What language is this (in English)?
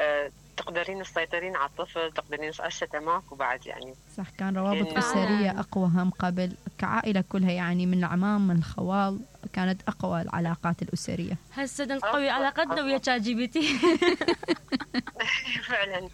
Mesopotamian Arabic